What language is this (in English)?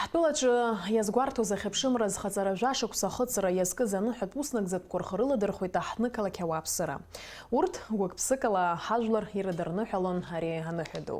Abkhazian